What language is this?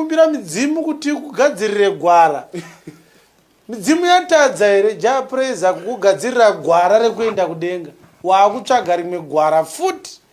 Shona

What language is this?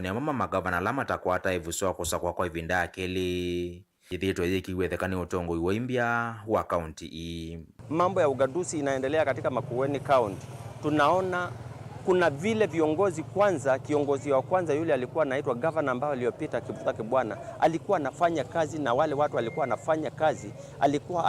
Kamba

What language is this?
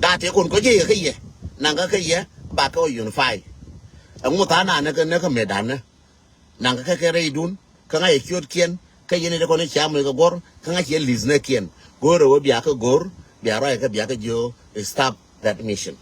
Nuer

